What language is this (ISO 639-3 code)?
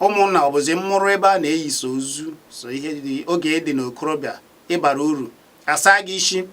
ibo